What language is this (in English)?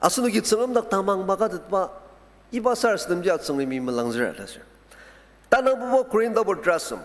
Ao Naga